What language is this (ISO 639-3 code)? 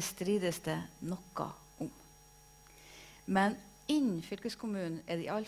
nor